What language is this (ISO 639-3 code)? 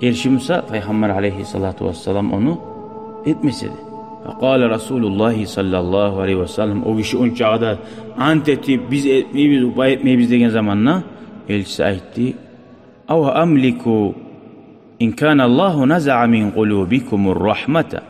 kum